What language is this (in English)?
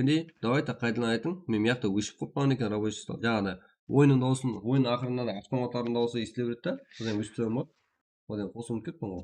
Kara-Kalpak